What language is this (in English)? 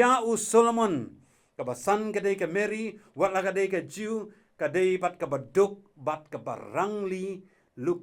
Khasi